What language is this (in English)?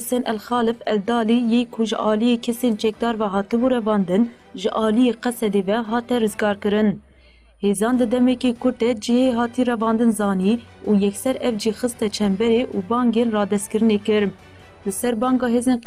Kurdish